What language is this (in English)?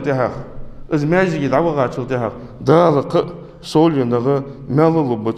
Ingush